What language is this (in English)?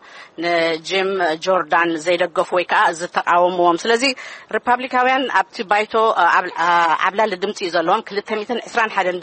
Tigrinya